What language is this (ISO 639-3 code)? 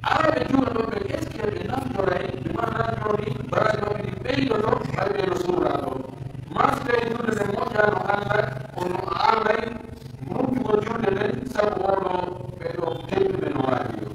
fuf